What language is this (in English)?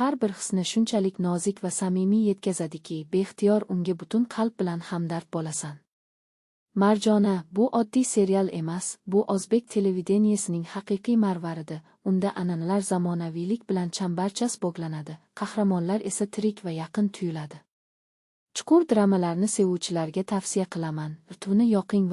Uzbek